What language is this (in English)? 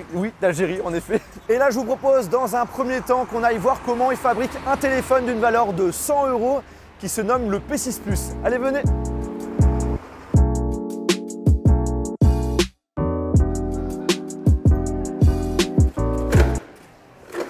French